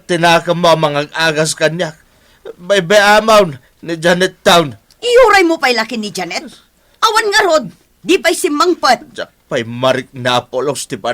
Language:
Iloko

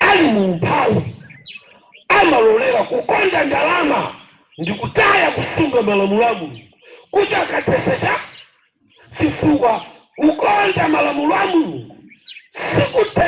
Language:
Nyanja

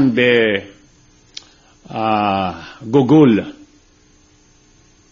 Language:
Persian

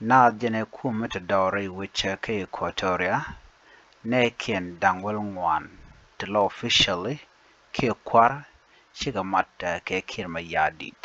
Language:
Nuer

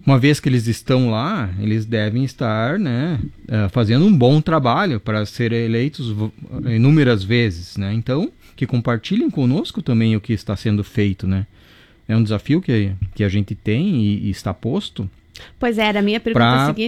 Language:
Portuguese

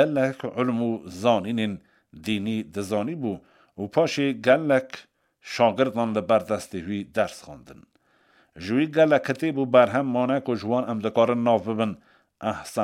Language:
Kurdish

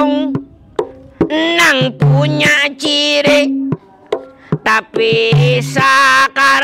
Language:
Banjar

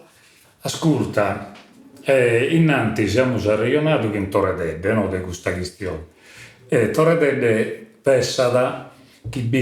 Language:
Sardinian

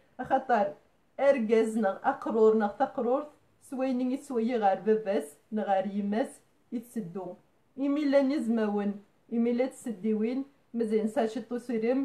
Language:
Kabyle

